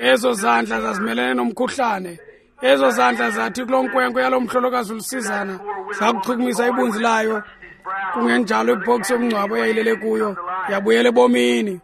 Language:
Xhosa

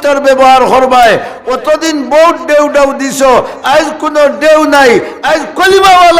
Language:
Sylheti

